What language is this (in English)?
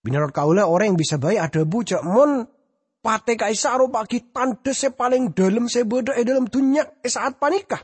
Madurese